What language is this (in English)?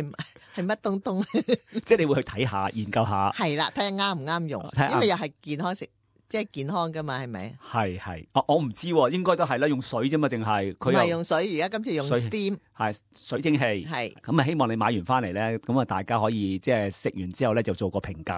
Cantonese